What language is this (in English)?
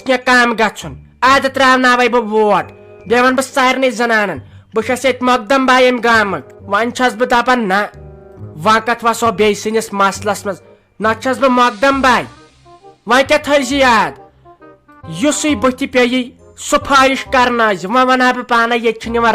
Kashmiri